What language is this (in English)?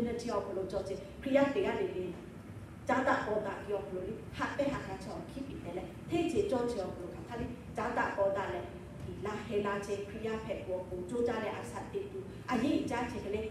Lahu